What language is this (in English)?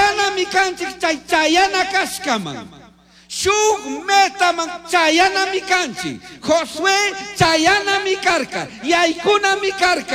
Chimborazo Highland Quichua